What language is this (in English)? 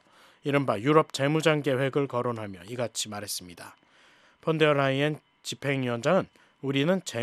Korean